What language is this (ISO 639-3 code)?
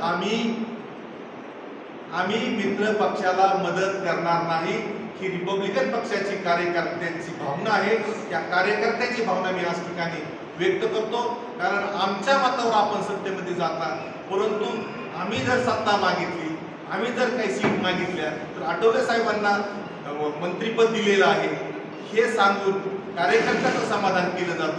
mar